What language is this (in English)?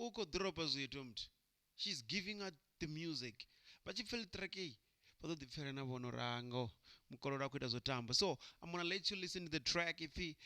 Venda